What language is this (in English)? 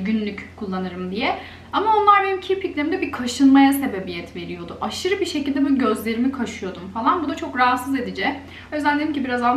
Turkish